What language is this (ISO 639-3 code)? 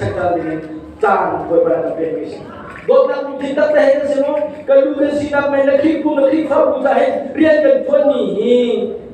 cnh